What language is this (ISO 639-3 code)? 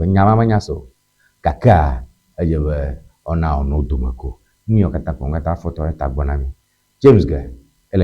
ewe